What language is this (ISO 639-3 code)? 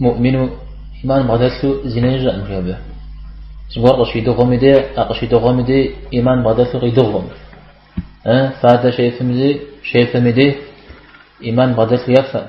kbd